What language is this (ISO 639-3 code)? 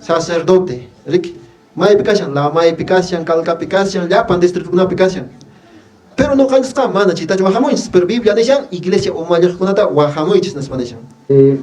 que